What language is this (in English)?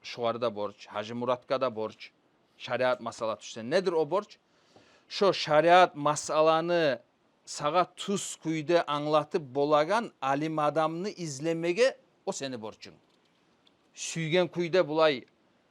Kumyk